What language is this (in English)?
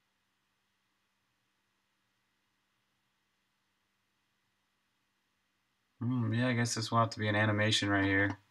English